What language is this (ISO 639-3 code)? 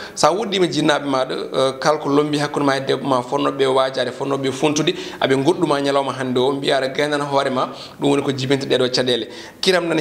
ful